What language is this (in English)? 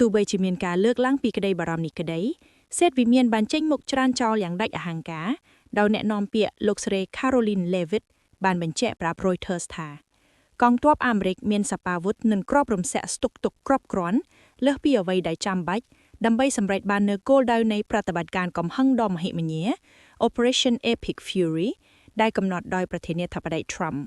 Khmer